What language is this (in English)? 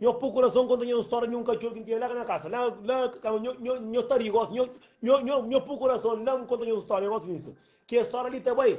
Kabuverdianu